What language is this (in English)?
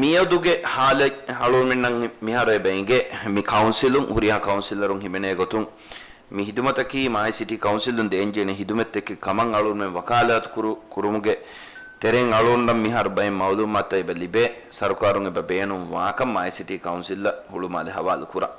Divehi